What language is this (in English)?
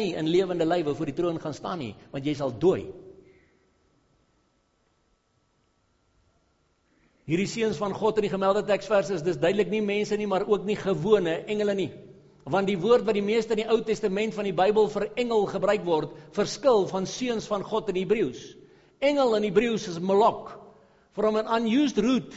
Afrikaans